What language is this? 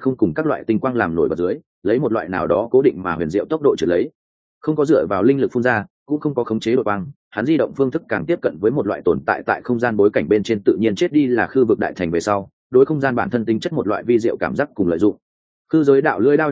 Vietnamese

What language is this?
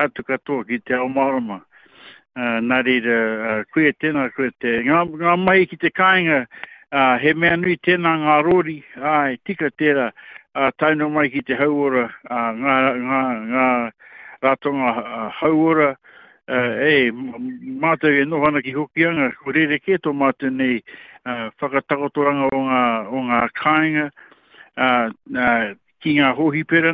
Māori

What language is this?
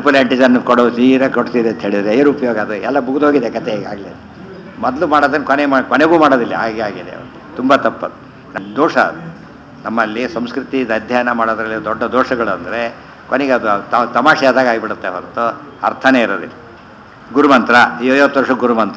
Kannada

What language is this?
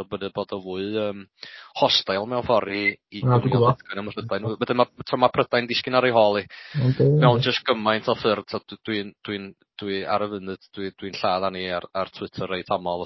Welsh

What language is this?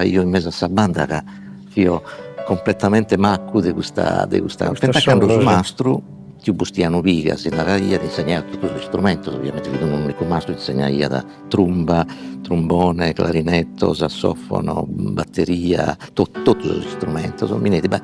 Sardinian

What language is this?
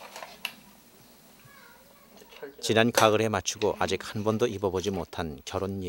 Korean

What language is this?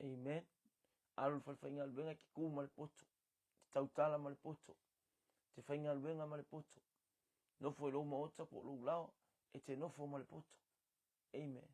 Samoan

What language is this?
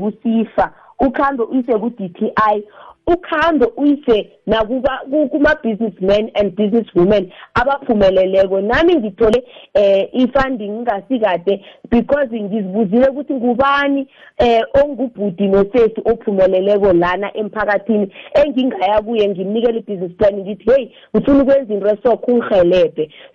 South Ndebele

